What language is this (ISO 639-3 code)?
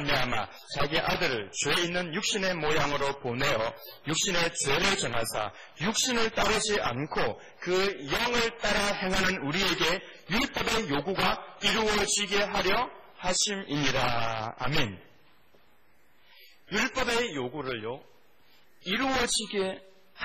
kor